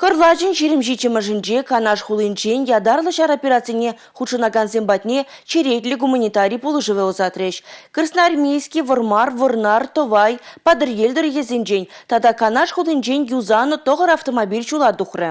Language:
Chuvash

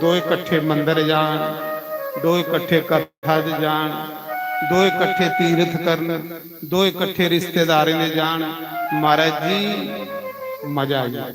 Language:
Dogri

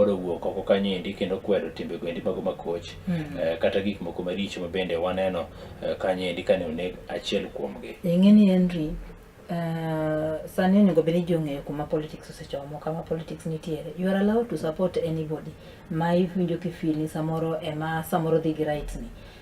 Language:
Luo (Kenya and Tanzania)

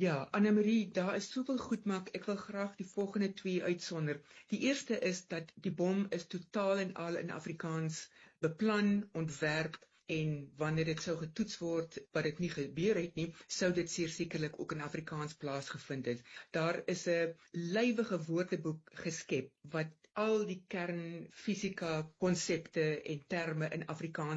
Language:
Afrikaans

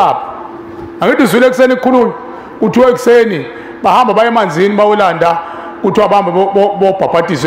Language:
Zulu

